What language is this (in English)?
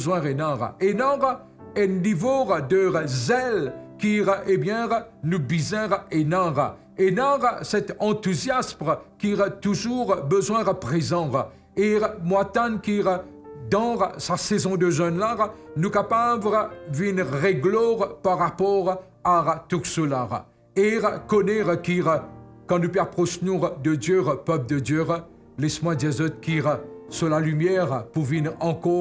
Morisyen